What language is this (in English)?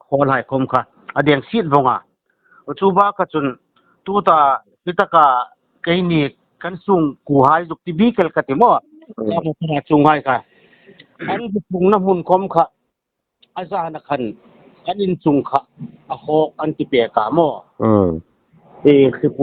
Hmar